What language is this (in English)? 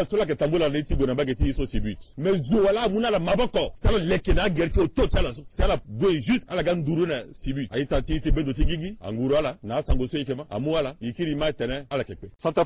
Sango